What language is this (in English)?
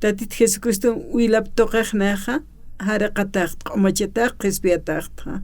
Aymara